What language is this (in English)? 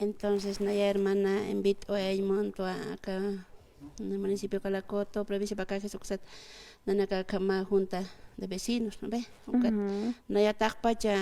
Aymara